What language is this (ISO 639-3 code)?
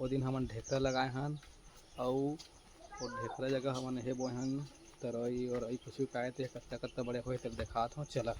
hne